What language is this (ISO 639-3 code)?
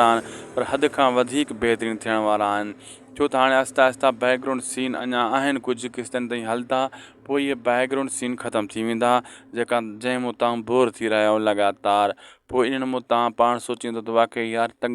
snd